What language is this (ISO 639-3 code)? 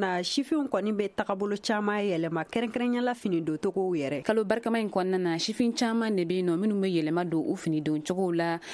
bam